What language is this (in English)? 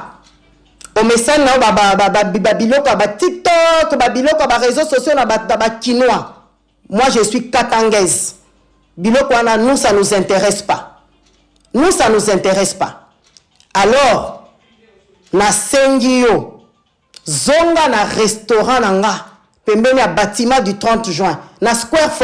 Lingala